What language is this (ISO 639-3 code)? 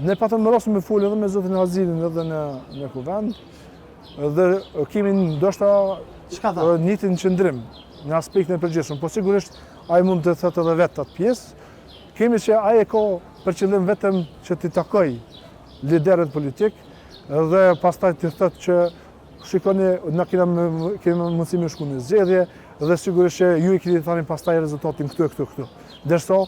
sqi